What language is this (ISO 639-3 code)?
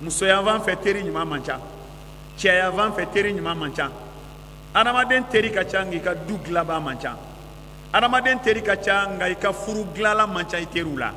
bam